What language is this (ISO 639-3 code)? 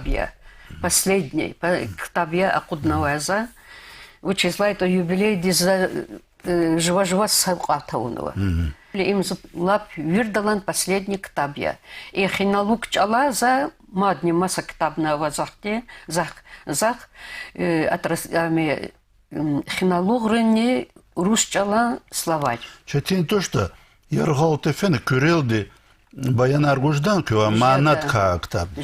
lez